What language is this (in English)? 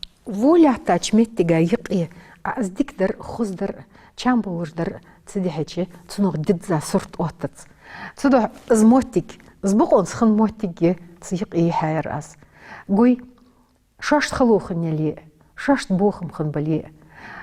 Ingush